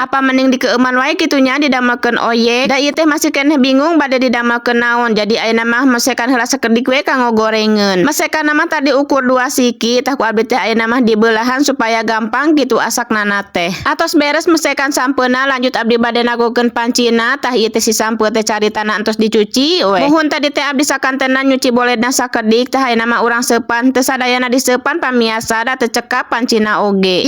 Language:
Sundanese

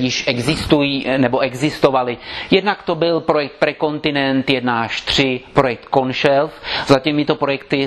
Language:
Czech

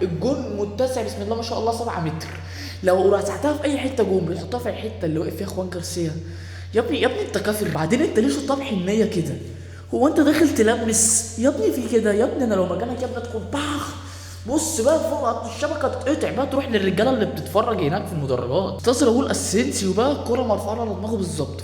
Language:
Egyptian Arabic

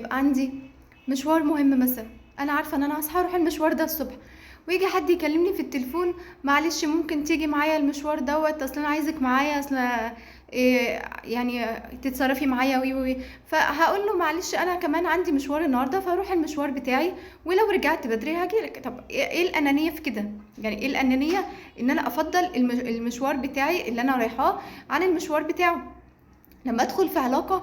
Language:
Egyptian Arabic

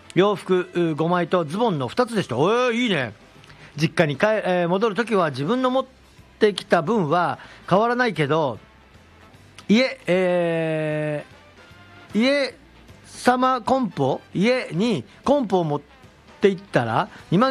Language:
Japanese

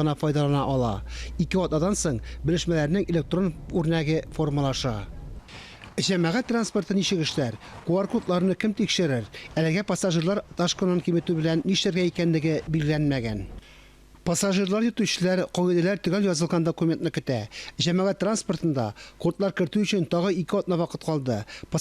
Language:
Tatar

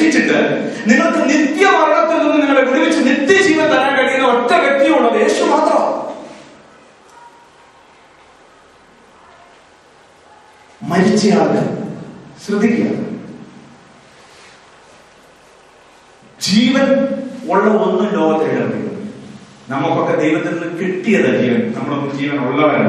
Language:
Malayalam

